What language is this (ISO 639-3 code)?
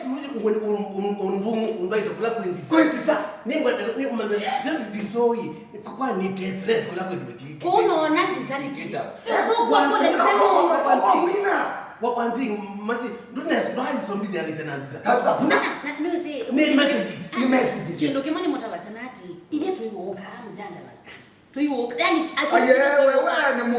kam